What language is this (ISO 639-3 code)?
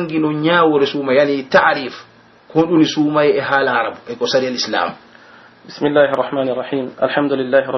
fuf